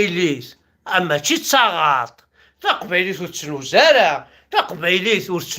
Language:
Kabyle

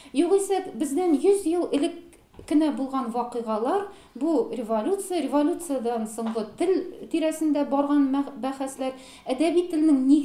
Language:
Tatar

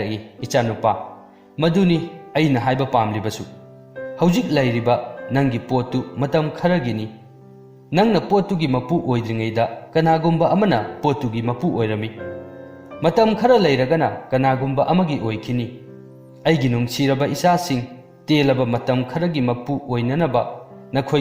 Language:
Manipuri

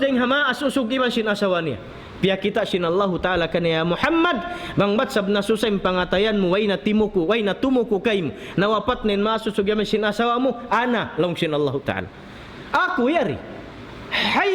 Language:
Tausug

